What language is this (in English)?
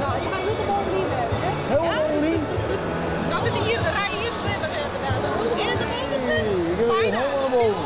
Western Frisian